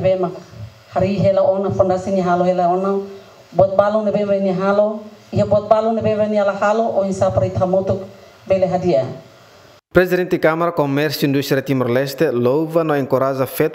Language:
Tetum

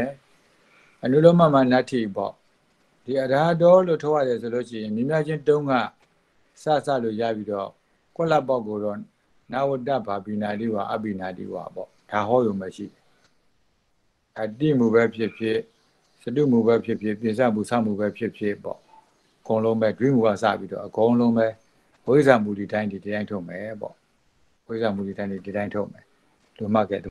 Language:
Burmese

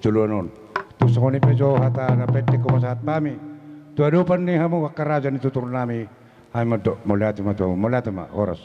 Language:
Batak Toba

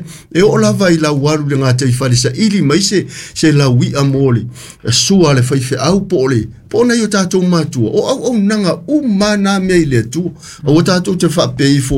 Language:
Samoan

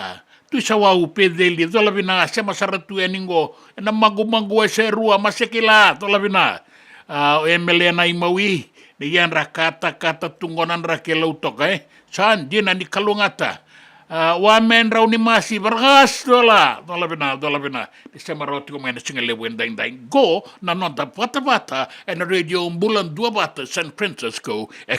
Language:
Fijian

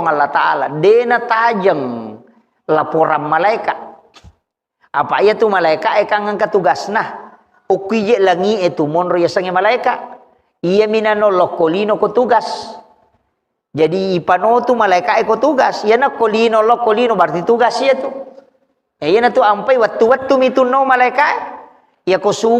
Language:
Buginese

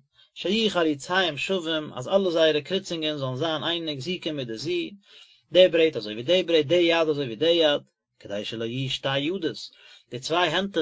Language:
Yiddish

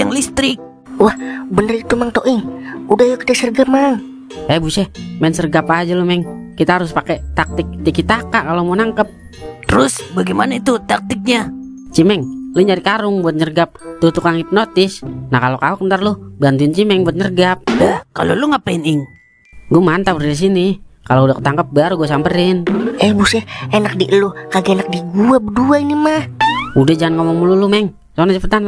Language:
Betawi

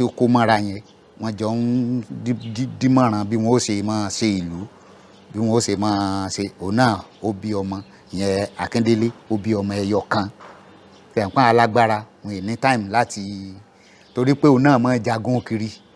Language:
Yoruba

